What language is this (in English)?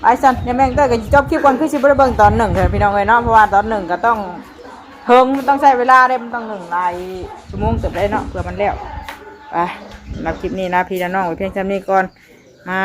Northeastern Thai